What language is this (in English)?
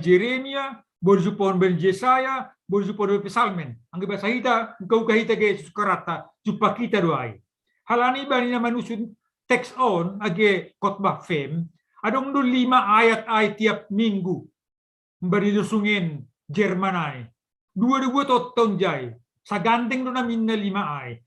Batak Simalungun